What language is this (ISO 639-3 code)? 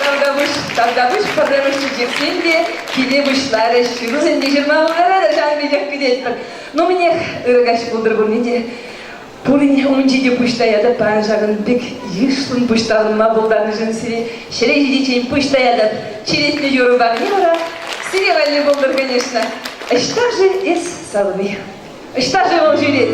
chv